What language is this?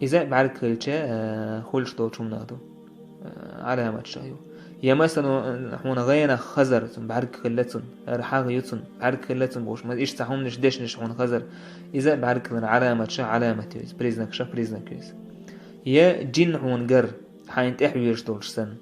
Chechen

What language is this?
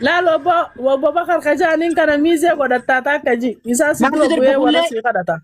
Oromo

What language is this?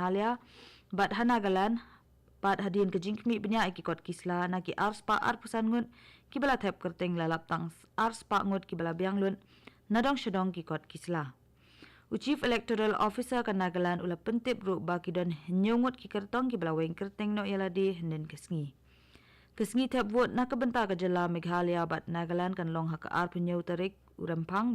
Khasi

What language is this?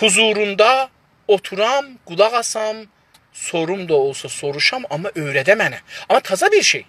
South Azerbaijani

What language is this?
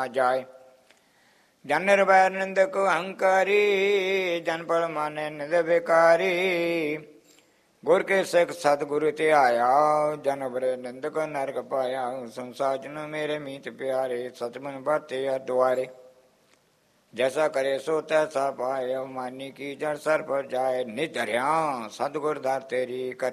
Punjabi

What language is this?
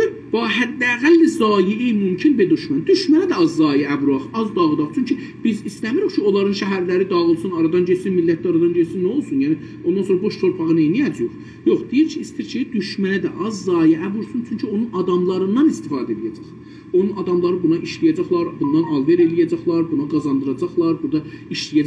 South Azerbaijani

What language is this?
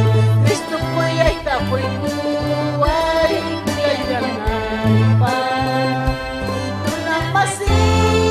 Ayacucho Quechua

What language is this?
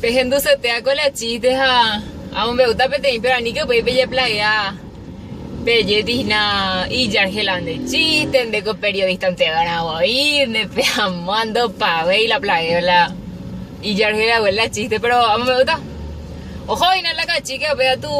Guarani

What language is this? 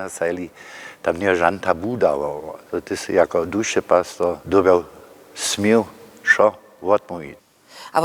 Upper Sorbian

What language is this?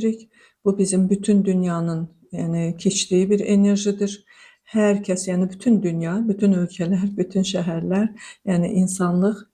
Azerbaijani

